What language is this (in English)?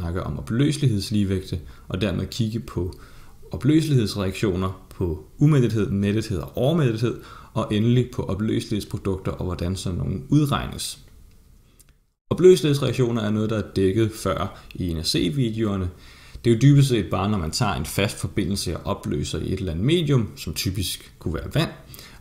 Danish